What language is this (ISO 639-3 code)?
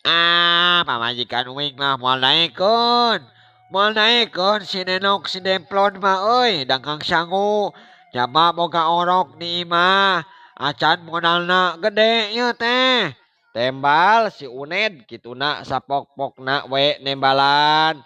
sun